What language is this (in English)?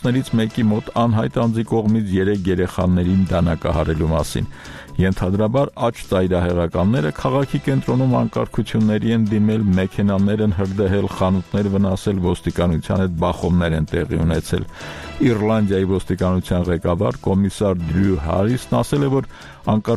Armenian